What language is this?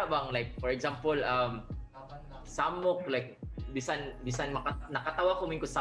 Cebuano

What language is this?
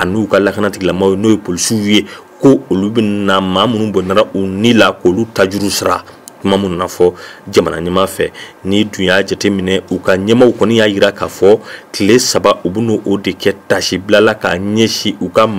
Bambara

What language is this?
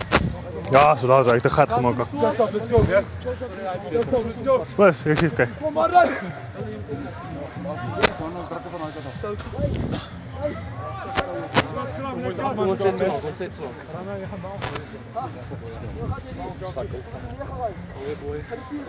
Afrikaans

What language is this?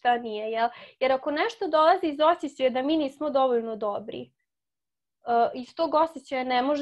Serbian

